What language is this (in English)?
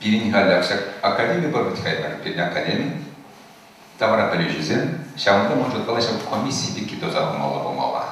Chuvash